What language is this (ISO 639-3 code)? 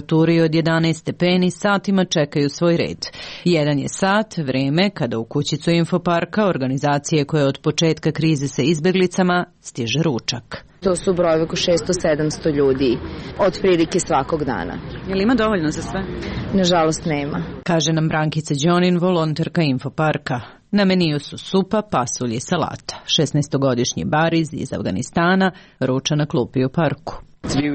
srp